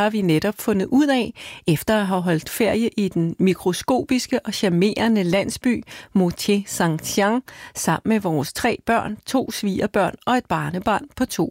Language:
Danish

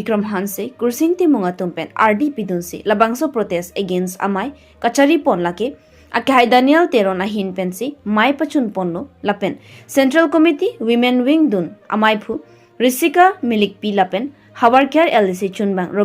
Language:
Karbi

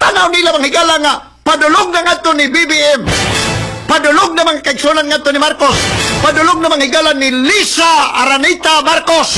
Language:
Cebuano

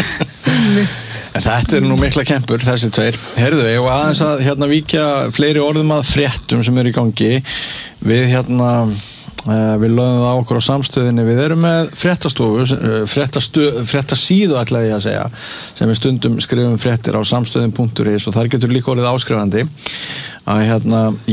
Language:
Icelandic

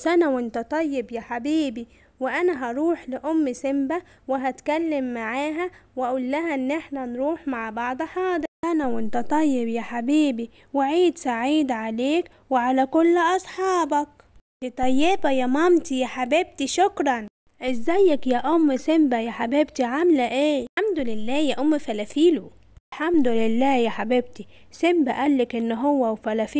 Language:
Egyptian Arabic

